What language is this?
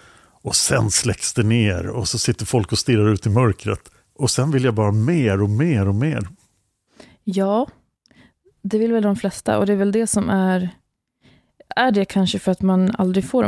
Swedish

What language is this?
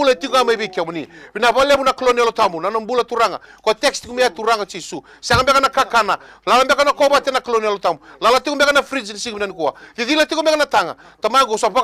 Fijian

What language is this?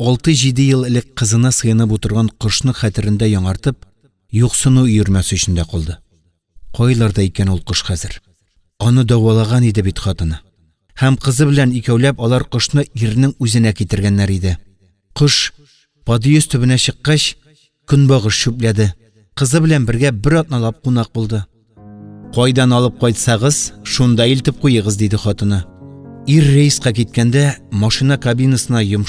Tatar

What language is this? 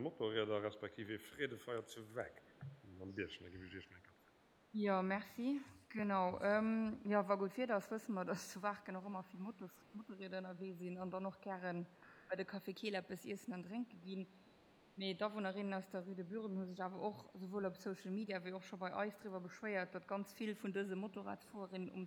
Luxembourgish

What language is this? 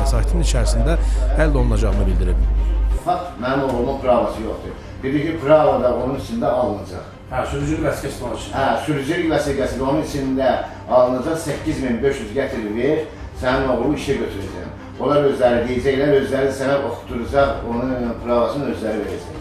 Azerbaijani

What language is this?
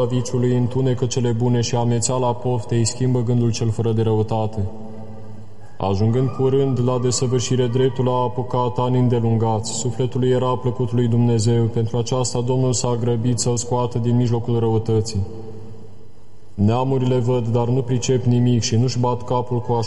Romanian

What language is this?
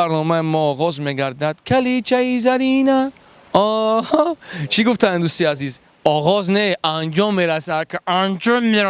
Tajik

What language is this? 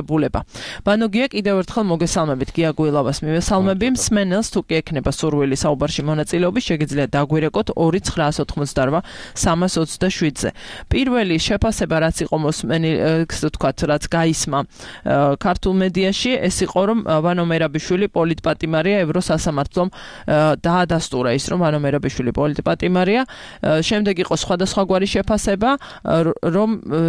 Georgian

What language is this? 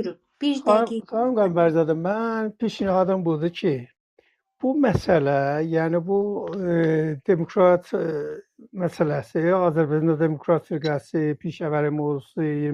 South Azerbaijani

